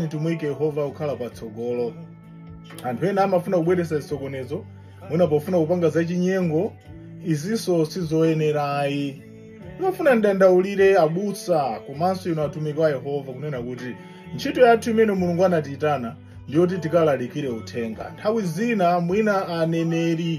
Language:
Nyanja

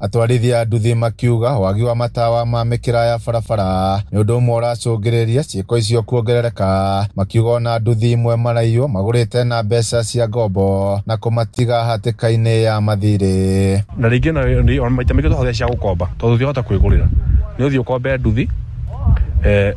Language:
Kikuyu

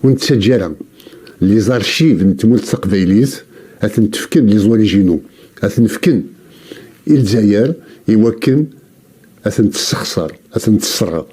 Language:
Kabyle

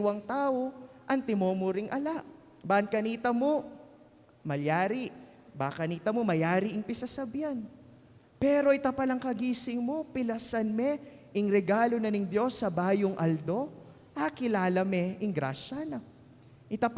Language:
Pampanga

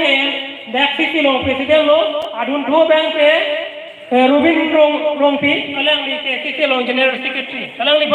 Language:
Karbi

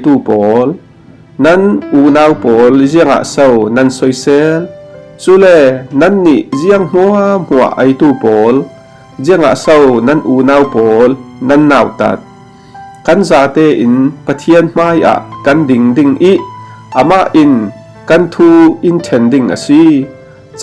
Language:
Falam Chin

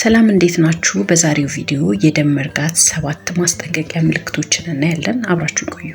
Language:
Amharic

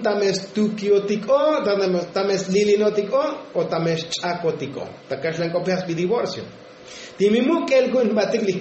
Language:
Tzotzil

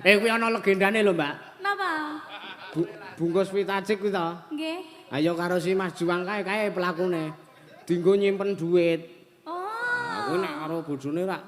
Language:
Javanese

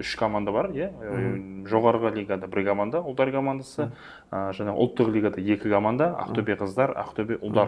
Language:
Kazakh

